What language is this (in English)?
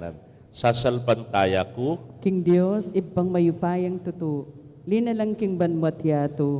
Pampanga